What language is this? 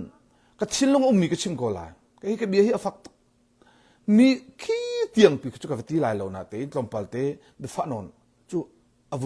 Hakha Chin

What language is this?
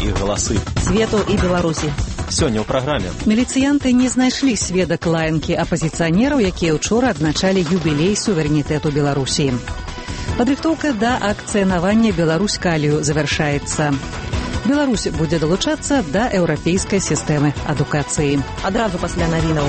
Belarusian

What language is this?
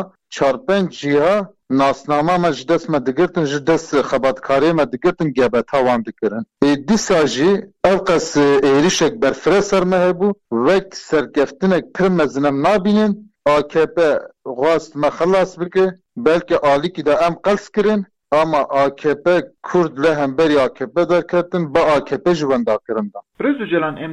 Kurdish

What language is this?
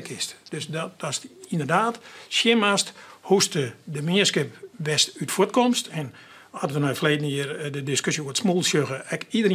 Western Frisian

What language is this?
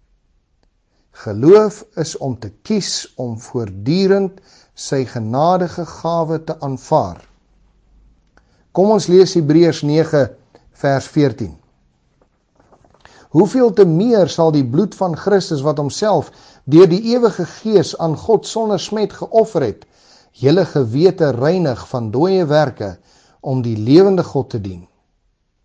Afrikaans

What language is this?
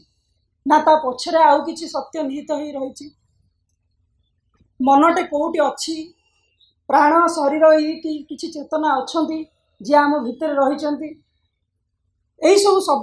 Odia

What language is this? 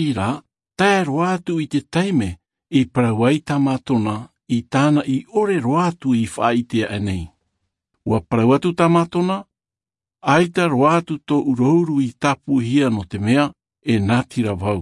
Tahitian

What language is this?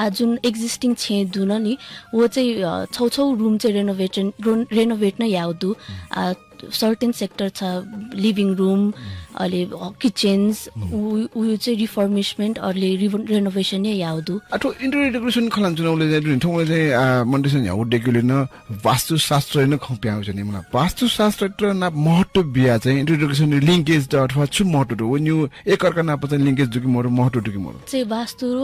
Newari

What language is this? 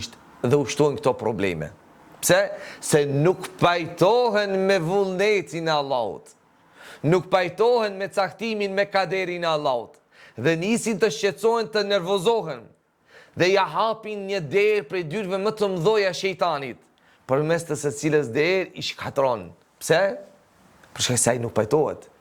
Albanian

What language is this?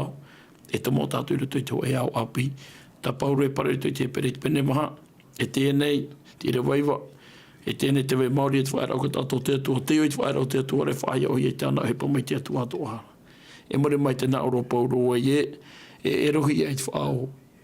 Tahitian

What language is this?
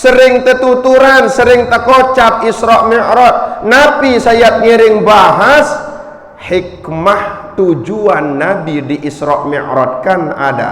Sasak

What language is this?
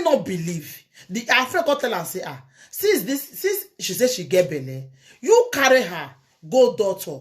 Nigerian Pidgin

